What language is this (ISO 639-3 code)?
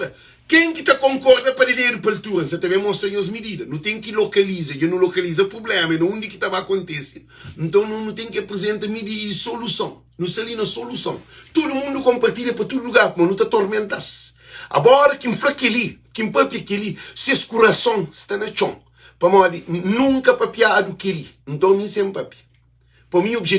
kea